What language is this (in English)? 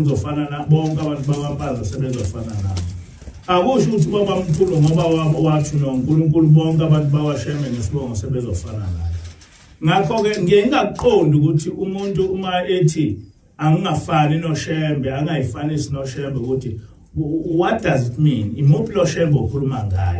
Zulu